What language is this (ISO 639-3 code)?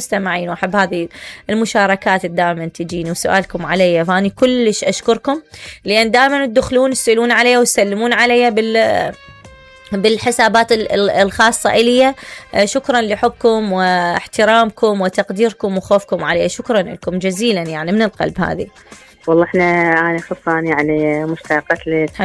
acm